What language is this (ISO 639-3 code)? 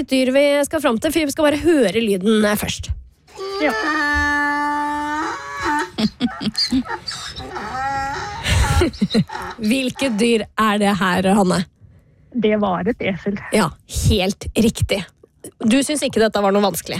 nor